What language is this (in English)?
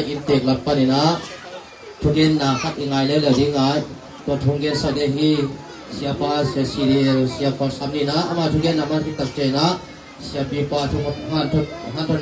Tedim Chin